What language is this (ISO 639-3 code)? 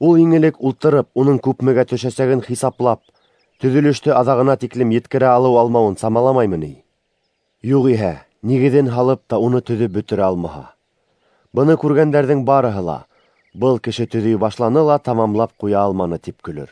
bak